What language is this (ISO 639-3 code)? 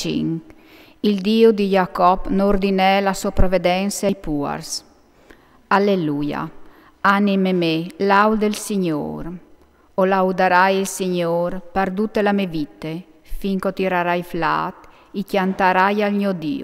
fur